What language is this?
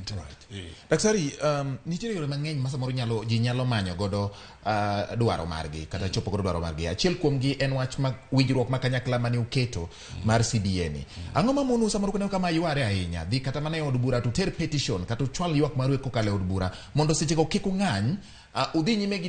Luo (Kenya and Tanzania)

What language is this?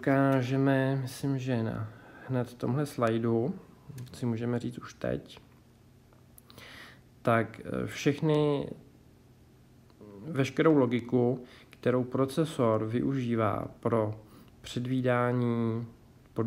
Czech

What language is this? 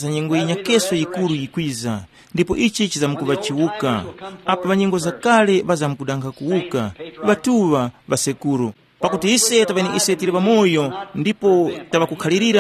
Tumbuka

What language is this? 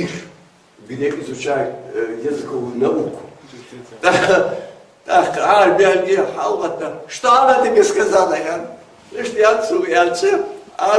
Ingush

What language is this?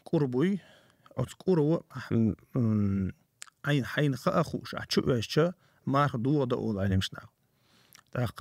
Chechen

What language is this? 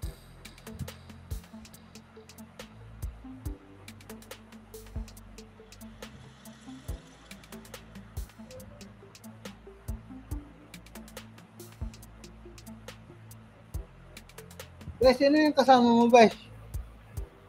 Filipino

